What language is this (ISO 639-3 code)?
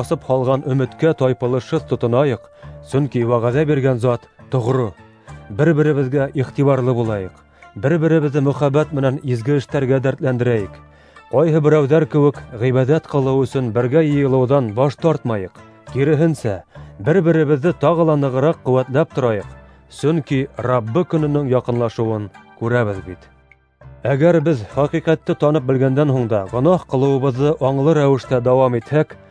bak